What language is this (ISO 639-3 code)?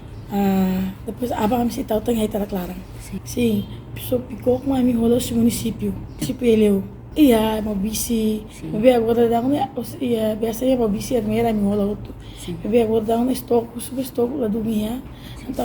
tet